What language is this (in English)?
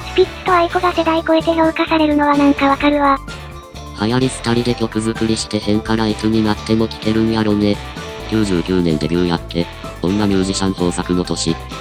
Japanese